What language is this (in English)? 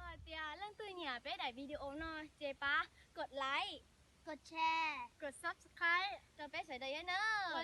Hmong